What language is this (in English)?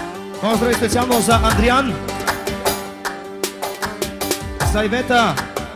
Bulgarian